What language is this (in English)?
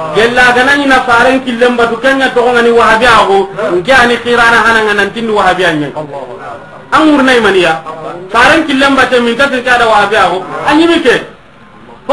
Soninke